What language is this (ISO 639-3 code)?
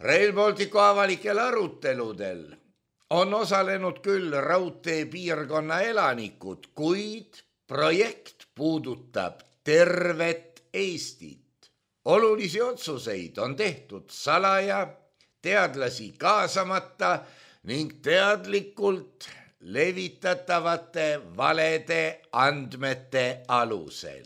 est